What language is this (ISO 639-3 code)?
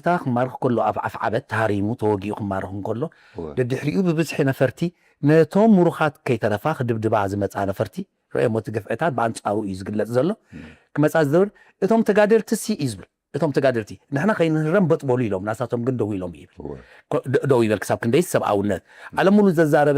tir